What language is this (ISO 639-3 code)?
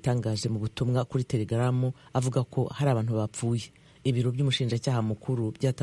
kin